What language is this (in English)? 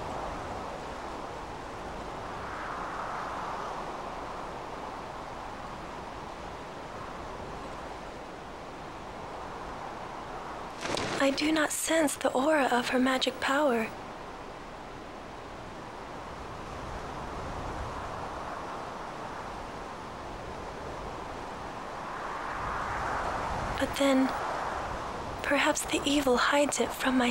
English